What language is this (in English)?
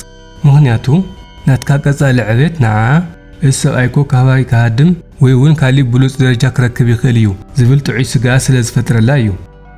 Tigrinya